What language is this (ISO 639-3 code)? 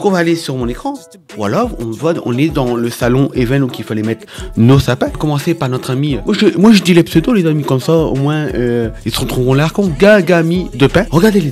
fra